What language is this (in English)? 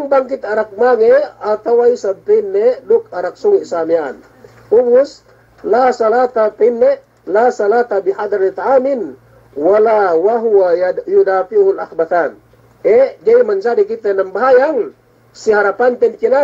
Yakan